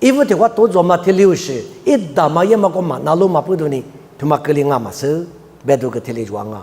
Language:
Lisu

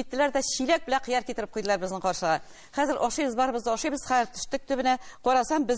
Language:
Tatar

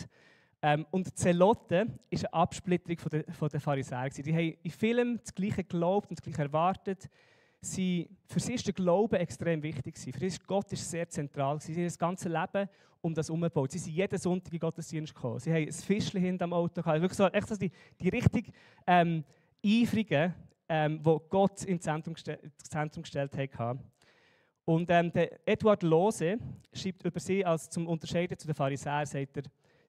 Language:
Swiss German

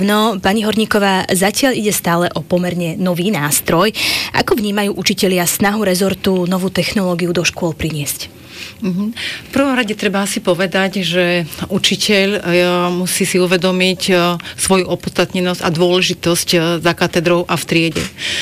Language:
Slovak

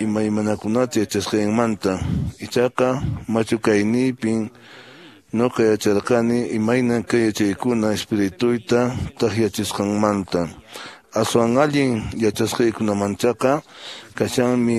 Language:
Quechua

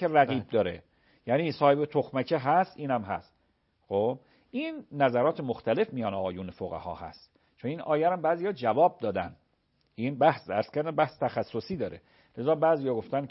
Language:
Persian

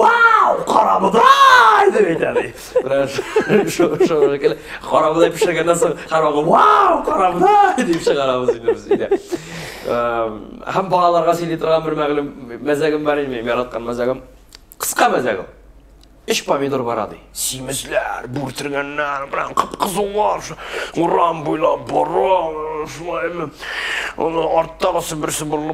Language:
Tatar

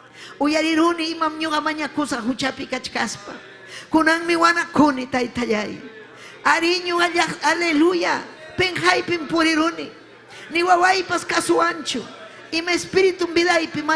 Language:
Ayacucho Quechua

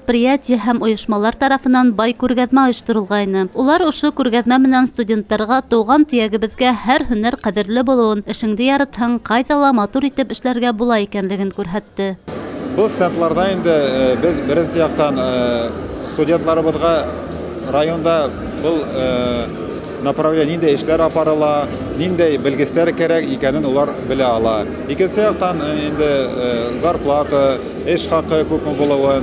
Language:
Bashkir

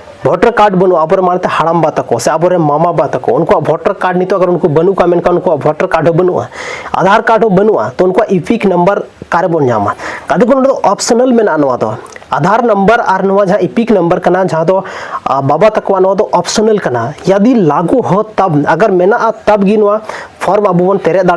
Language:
Santali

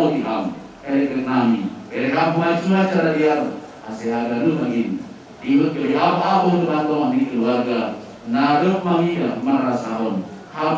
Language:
Batak Simalungun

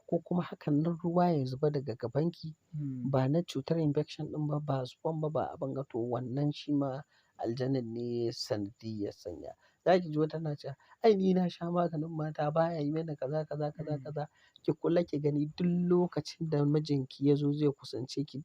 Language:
Hausa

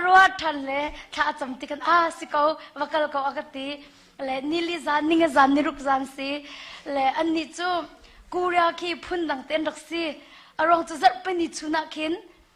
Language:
Hakha Chin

